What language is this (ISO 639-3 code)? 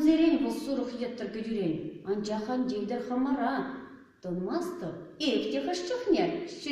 chv